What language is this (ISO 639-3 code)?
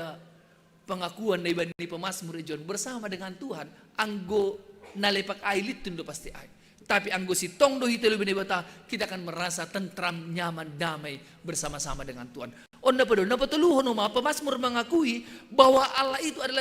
bts